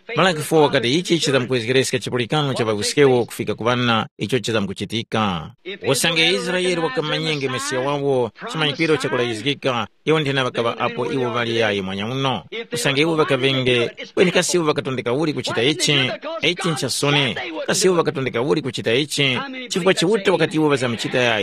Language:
Tumbuka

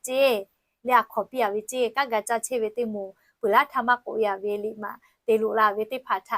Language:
Lahu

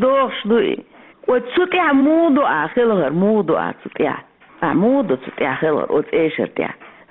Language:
Chechen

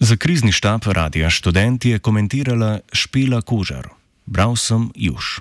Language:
Slovenian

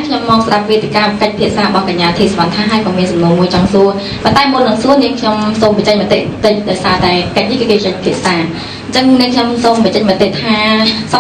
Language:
Khmer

